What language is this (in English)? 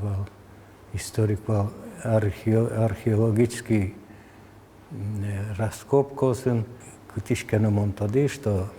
Udmurt